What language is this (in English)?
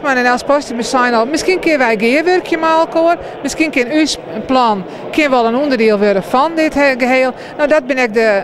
Western Frisian